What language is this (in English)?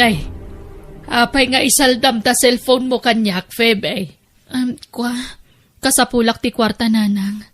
Iloko